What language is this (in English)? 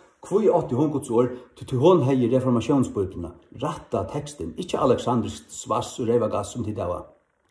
Faroese